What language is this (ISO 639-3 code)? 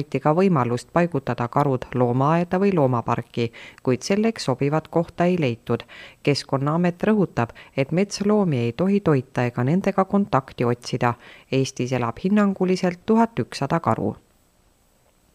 est